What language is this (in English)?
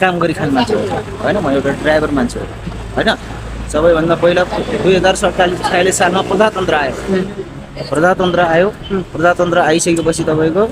Nepali